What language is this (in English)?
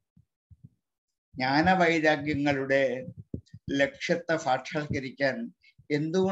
Malayalam